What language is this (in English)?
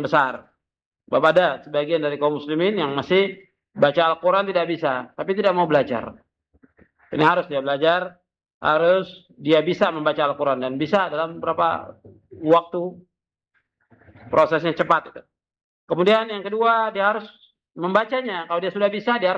Indonesian